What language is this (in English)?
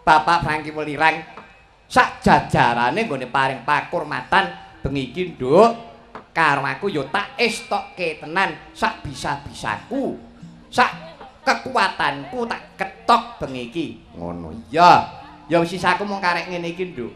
Javanese